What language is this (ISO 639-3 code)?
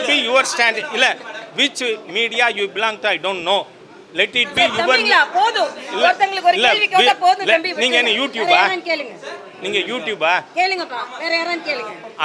tam